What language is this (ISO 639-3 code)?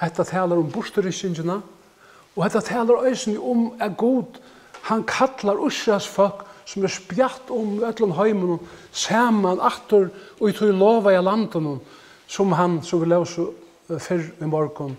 fao